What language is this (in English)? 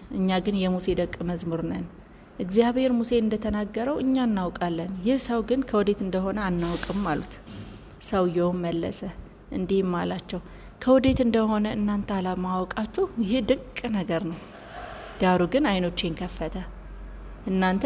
Amharic